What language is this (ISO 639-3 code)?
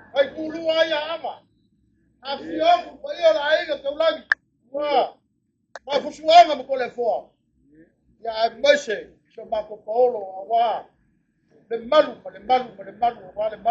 smo